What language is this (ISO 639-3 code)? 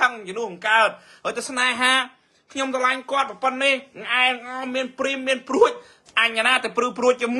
khm